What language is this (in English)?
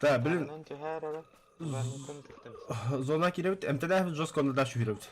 Yakut